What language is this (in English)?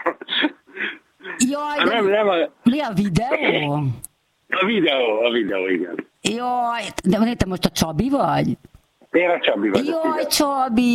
Hungarian